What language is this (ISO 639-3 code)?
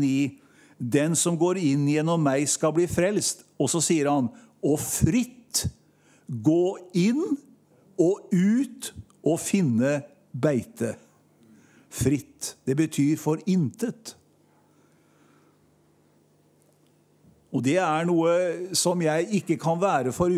nor